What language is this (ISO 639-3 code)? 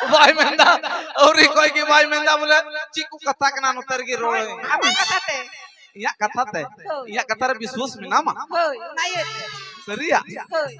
sat